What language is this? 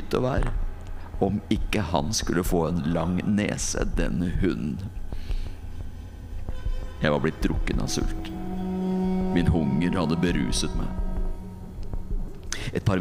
Norwegian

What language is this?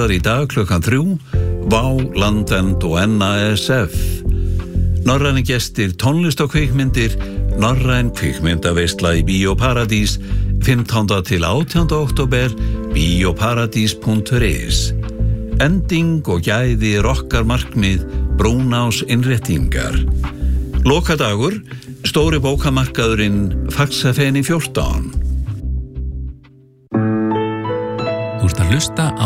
Icelandic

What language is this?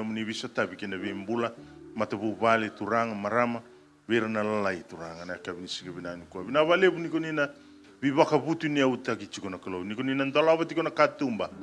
Fijian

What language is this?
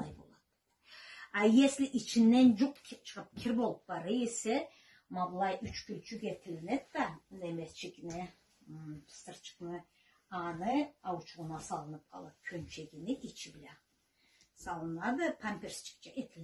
Karachay-Balkar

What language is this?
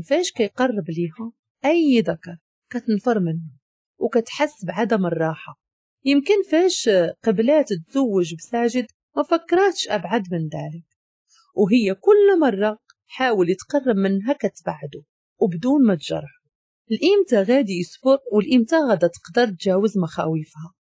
Moroccan Arabic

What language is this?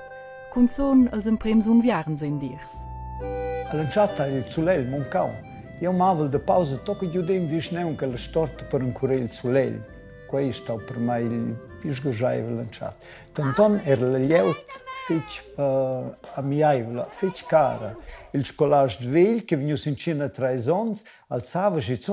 Romansh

